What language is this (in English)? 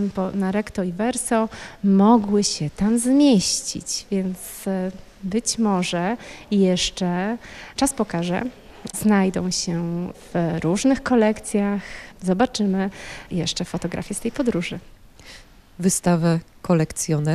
Polish